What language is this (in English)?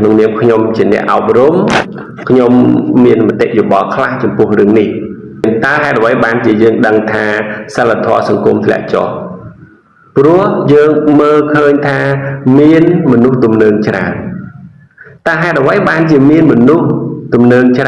Khmer